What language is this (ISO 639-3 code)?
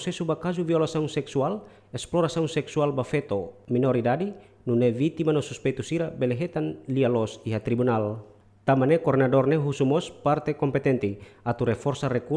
tet